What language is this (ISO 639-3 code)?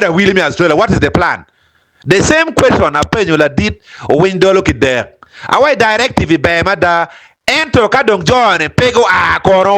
ach